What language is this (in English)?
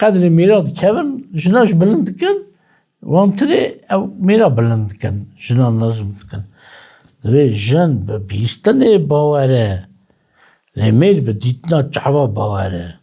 Kurdish